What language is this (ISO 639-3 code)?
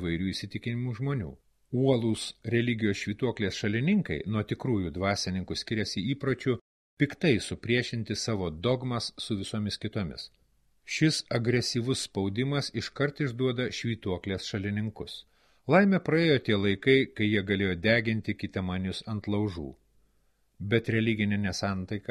lit